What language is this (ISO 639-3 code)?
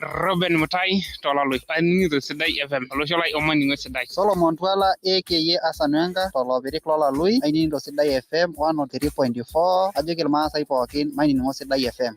mas